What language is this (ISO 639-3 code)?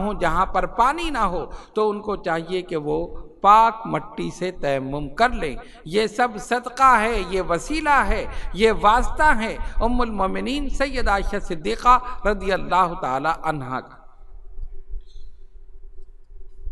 urd